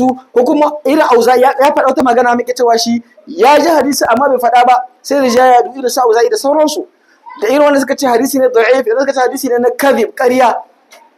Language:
Hausa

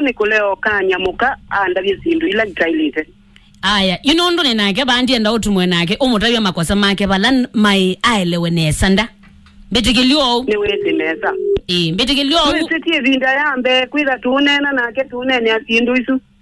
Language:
Kamba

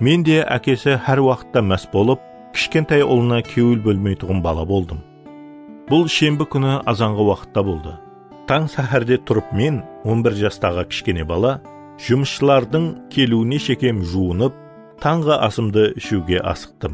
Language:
Kara-Kalpak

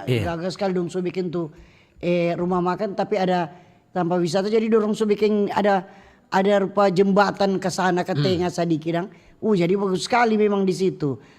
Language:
Manado Malay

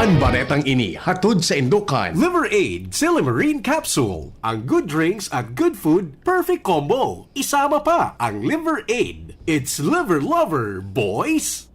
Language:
Bikol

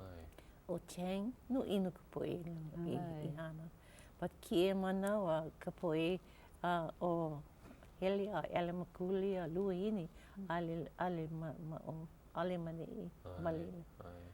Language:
Hawaiian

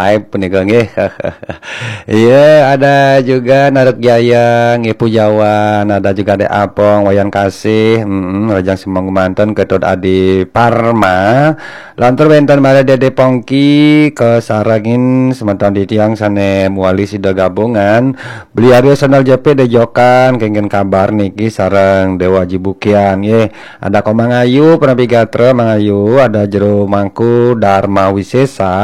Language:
Balinese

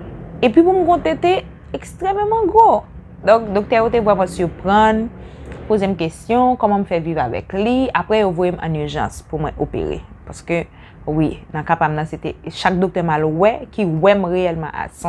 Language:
Haitian Creole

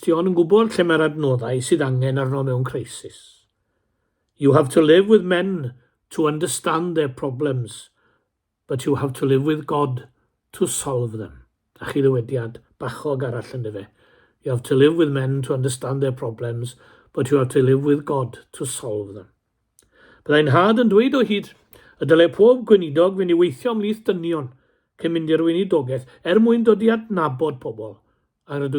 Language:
Welsh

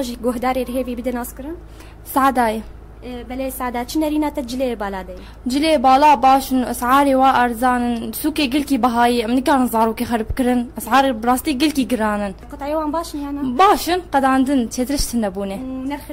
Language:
Kurdish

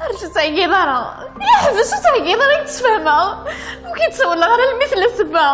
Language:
Kabyle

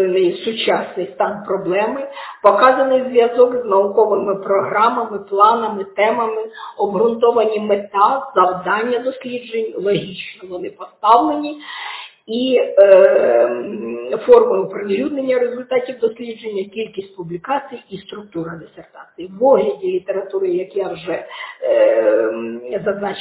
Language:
Ukrainian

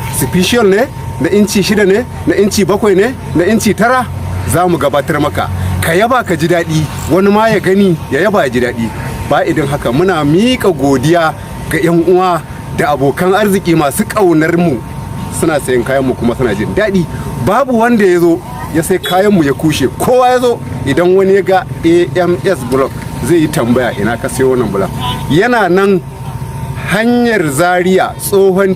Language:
Hausa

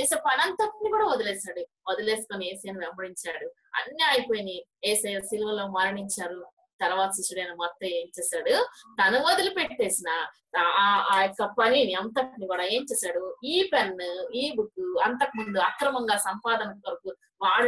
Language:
Telugu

